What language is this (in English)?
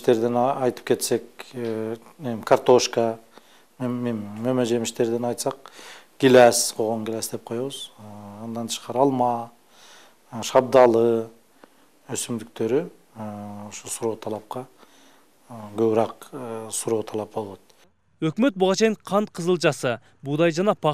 Kyrgyz